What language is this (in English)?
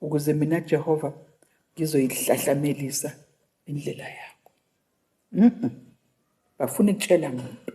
Zulu